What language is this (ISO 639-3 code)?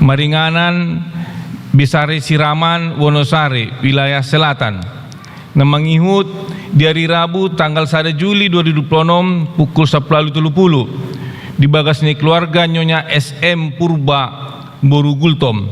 bbc